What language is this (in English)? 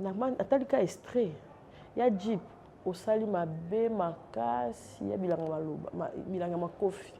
Lingala